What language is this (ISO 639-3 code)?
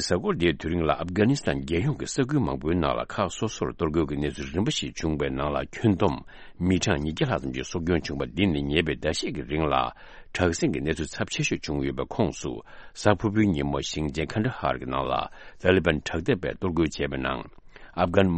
bod